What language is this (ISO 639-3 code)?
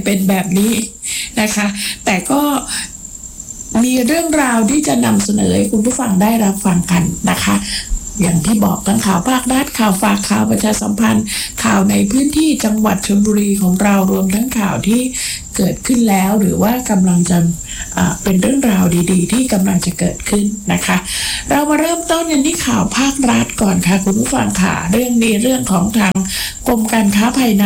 tha